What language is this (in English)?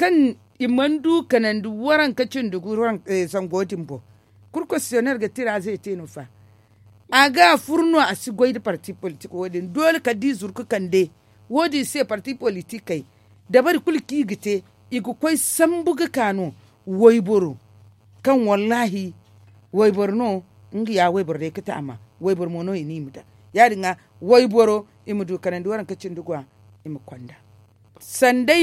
Zarma